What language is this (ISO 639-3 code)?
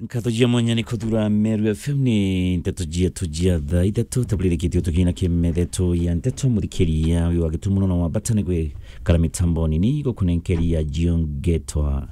mer